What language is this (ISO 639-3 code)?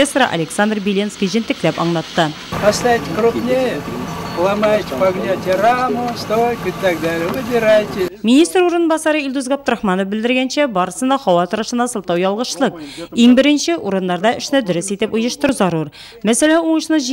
tat